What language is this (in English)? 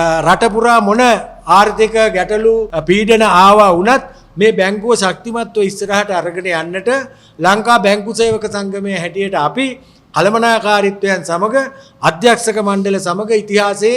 Sinhala